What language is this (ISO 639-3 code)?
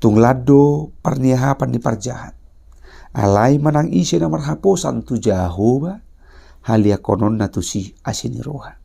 bbc